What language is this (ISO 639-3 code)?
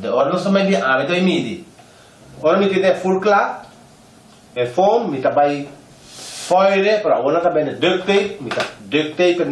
pap